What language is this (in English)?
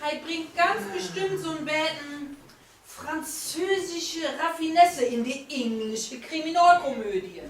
Low German